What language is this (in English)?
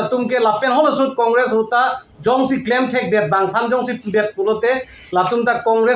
Karbi